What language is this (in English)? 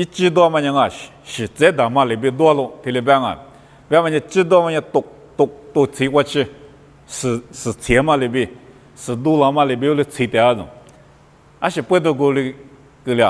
Lisu